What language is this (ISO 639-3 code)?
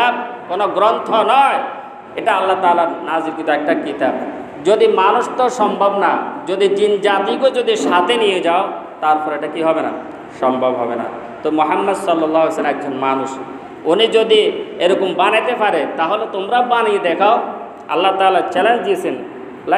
ben